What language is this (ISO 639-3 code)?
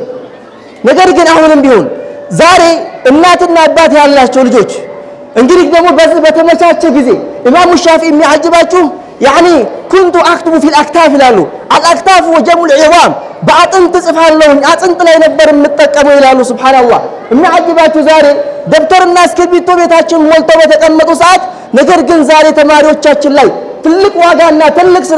amh